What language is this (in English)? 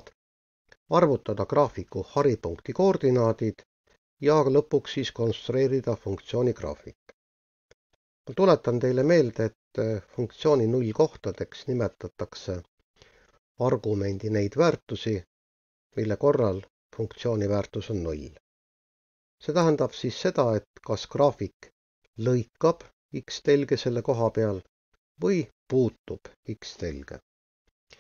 Estonian